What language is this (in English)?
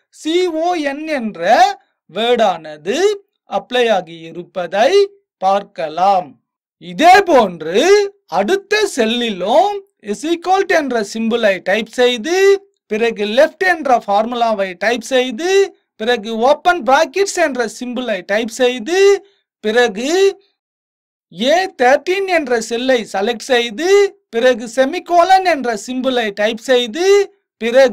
Tamil